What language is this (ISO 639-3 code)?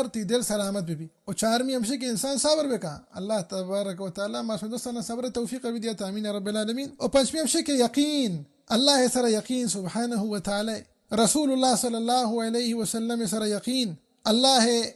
bal